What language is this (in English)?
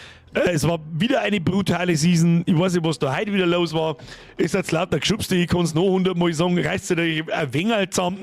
Bavarian